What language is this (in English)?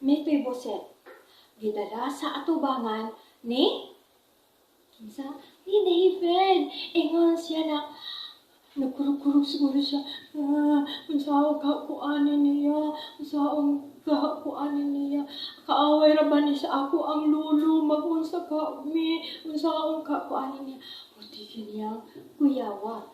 Cebuano